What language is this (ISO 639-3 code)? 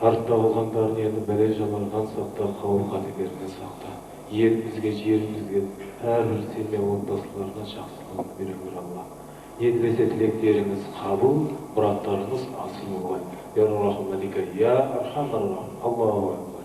kaz